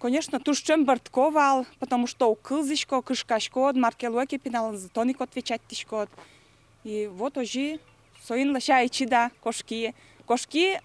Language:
Udmurt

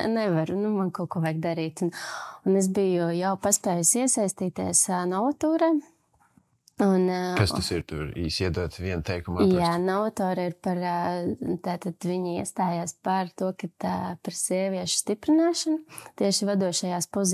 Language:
Latvian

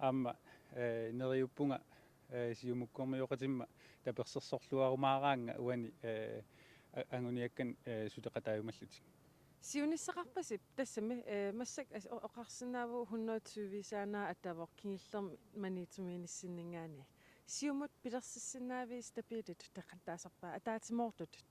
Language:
Kalaallisut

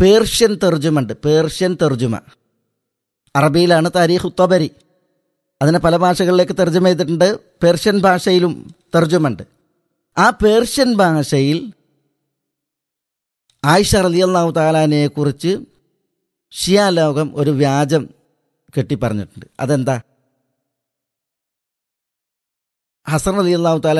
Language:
Malayalam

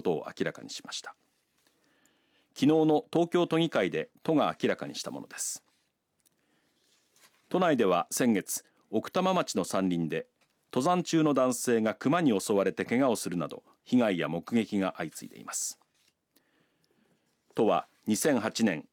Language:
Japanese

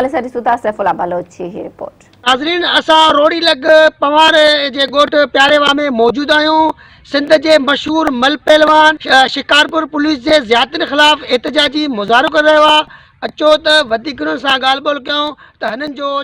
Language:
Sindhi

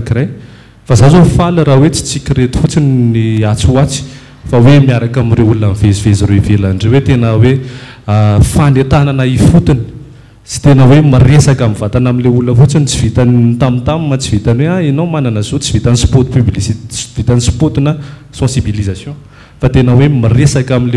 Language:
Malagasy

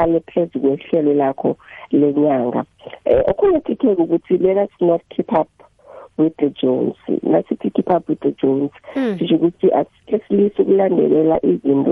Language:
South Ndebele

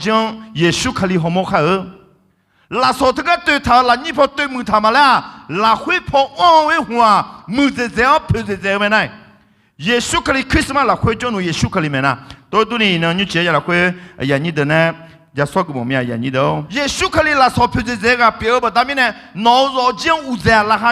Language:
Akha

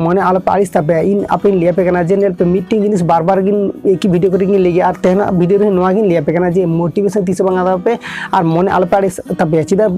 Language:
Santali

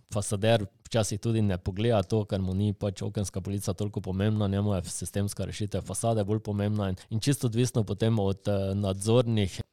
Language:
Slovenian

